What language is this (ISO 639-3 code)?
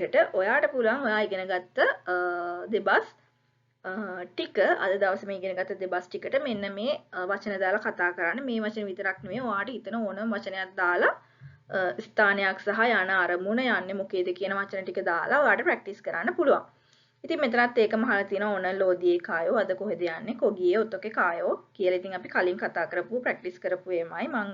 sin